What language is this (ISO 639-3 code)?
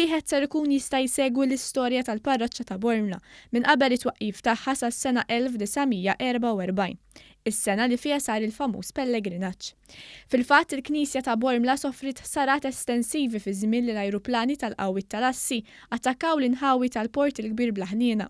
mlt